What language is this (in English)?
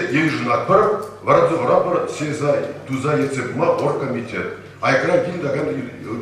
Chuvash